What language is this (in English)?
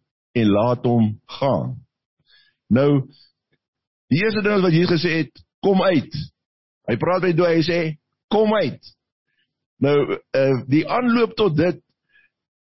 Afrikaans